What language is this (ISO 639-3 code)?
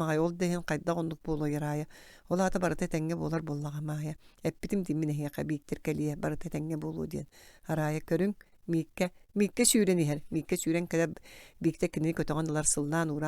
sah